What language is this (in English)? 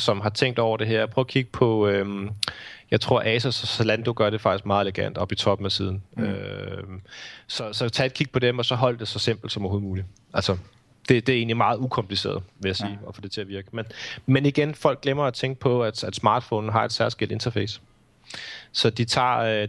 Danish